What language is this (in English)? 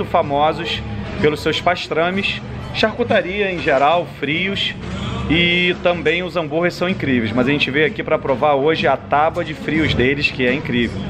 Portuguese